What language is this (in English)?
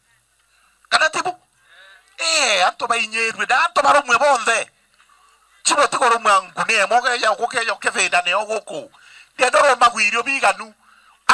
Meru